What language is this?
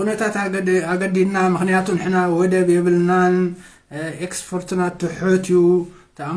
Tigrinya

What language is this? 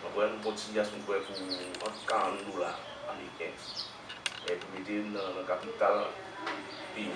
Haitian Creole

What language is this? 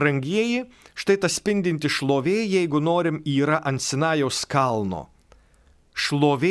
Lithuanian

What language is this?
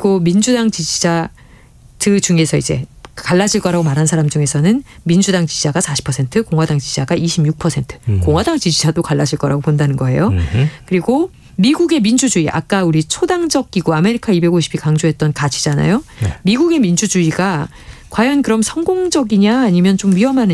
Korean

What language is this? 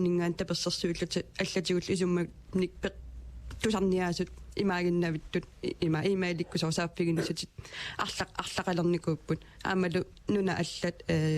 Kalaallisut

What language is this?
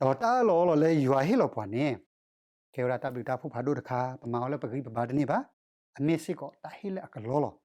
S'gaw Karen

